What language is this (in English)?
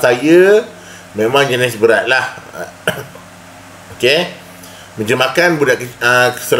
Malay